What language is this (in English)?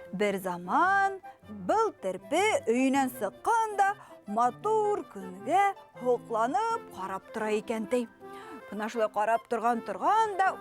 Bashkir